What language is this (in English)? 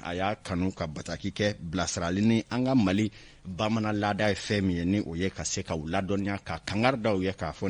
Bambara